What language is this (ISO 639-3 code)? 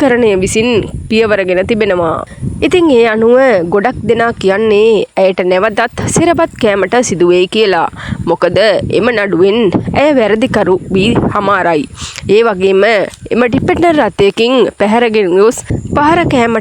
sin